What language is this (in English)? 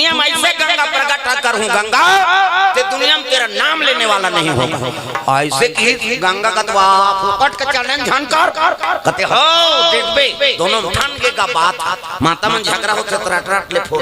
Chhattisgarhi